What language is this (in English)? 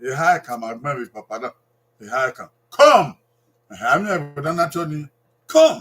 Bini